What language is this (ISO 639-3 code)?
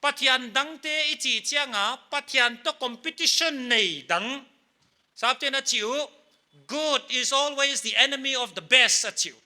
pck